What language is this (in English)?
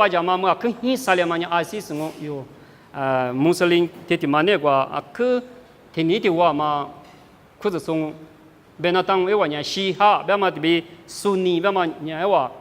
Lisu